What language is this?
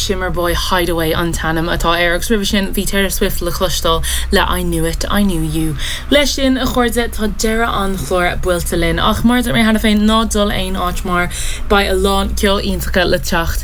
Irish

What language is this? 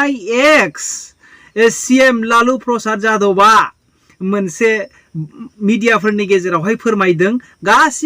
Bodo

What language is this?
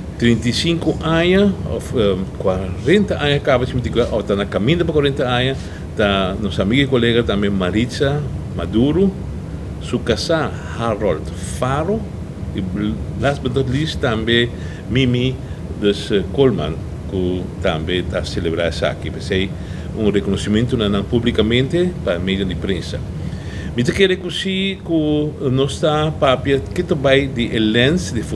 Papiamento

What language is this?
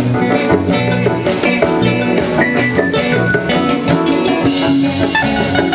Lingala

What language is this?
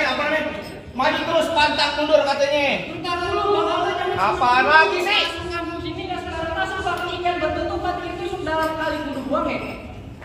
Betawi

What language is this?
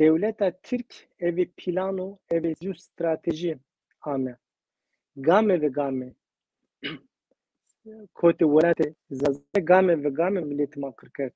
Zaza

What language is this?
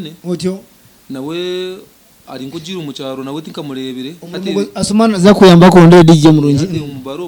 Nyankole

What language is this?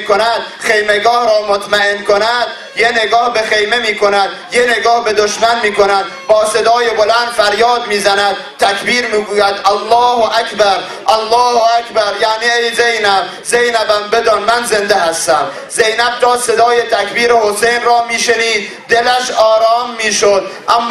Persian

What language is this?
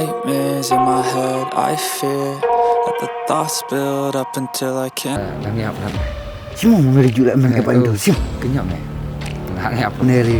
Khasi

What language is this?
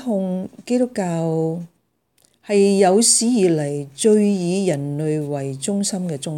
Cantonese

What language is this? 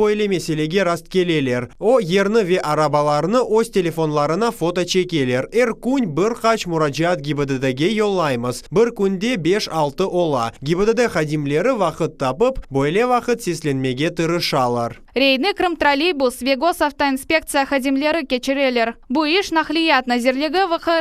Crimean Tatar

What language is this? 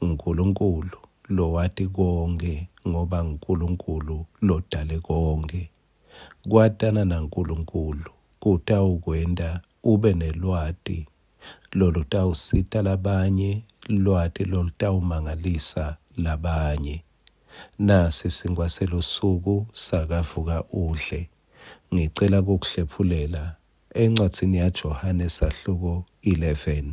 Swati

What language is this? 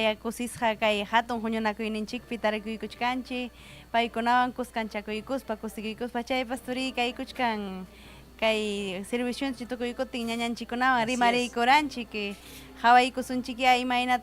Ayacucho Quechua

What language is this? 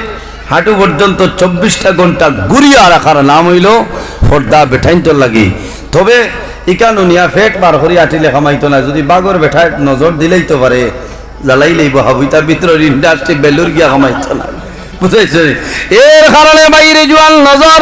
Sylheti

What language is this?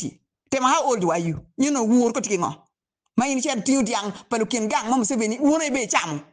Acoli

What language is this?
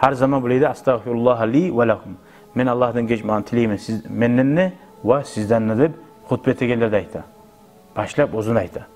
Kumyk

